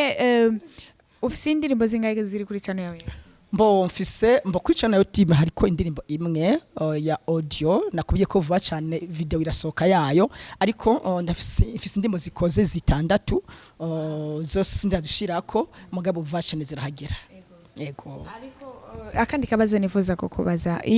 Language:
Rundi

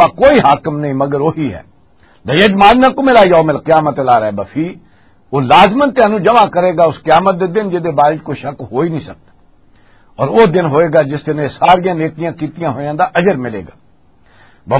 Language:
Western Panjabi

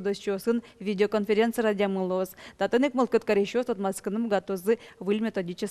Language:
Udmurt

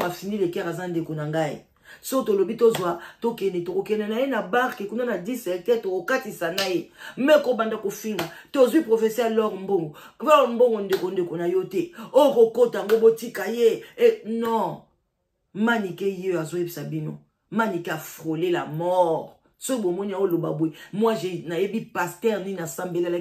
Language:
Lingala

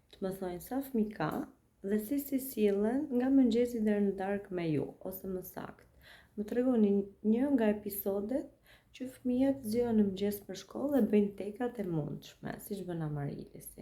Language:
Albanian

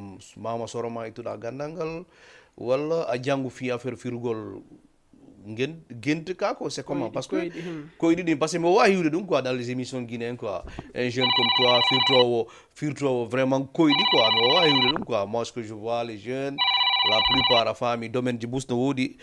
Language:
Fula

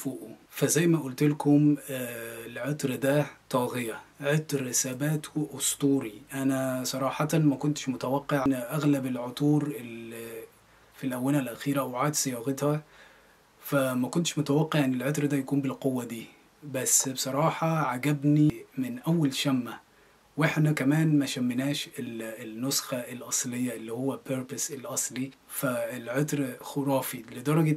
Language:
Egyptian Arabic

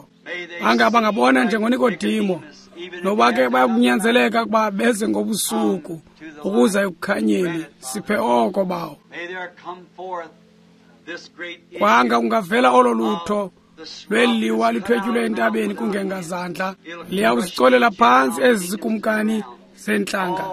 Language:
Xhosa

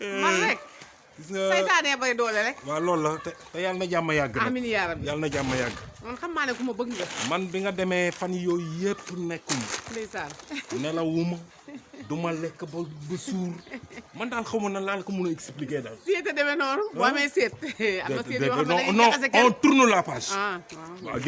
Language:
Wolof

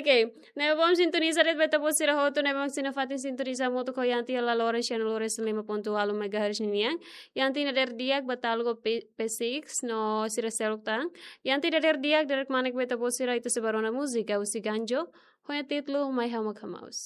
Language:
Tetum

